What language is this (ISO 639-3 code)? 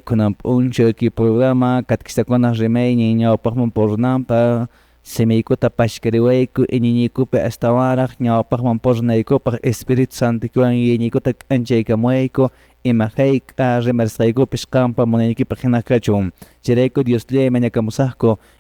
que